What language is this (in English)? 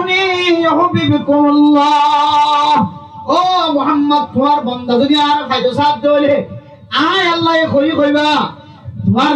Rohingya